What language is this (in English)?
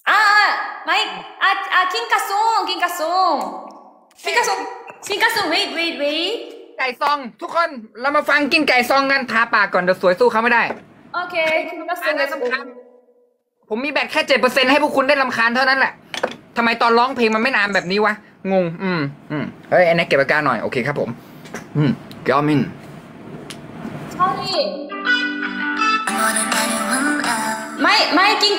Thai